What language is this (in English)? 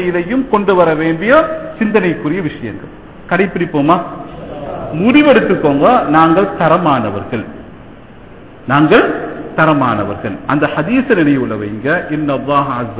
Tamil